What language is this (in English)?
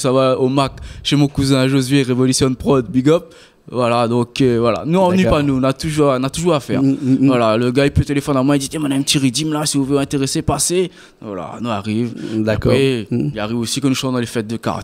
Réunion Creole French